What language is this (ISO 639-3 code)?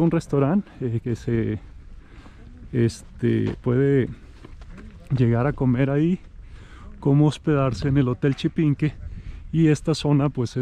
spa